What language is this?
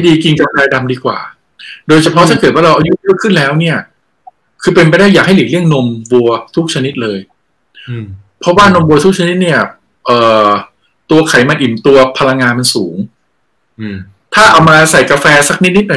Thai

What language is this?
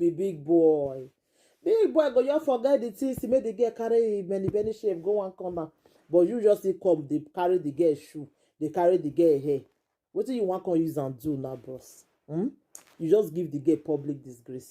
Nigerian Pidgin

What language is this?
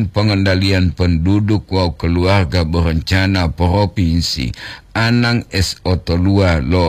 Gorontalo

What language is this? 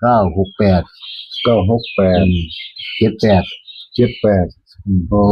Northeastern Thai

